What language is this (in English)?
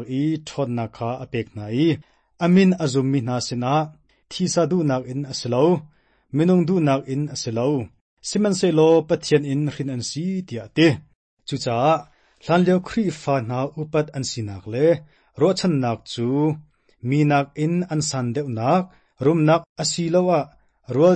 Hakha Chin